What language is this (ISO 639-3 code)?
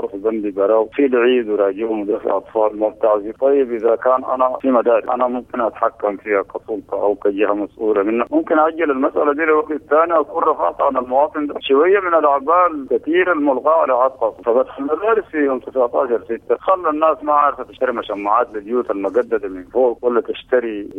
apd